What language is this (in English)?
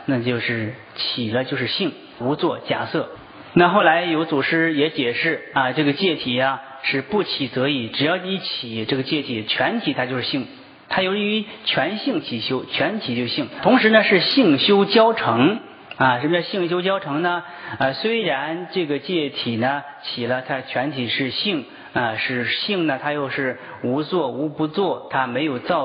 Chinese